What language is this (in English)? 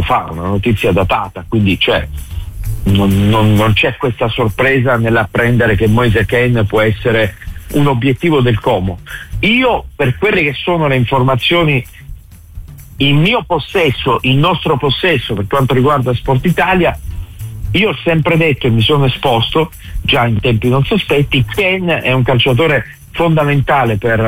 Italian